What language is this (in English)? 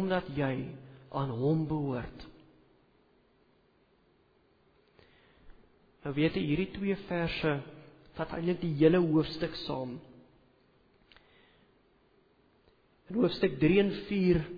Afrikaans